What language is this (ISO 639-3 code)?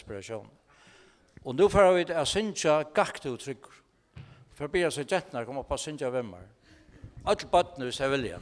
fao